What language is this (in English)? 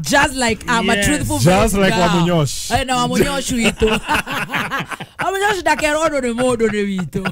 Kikuyu